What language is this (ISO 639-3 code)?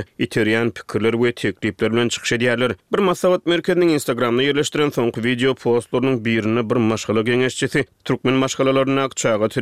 tuk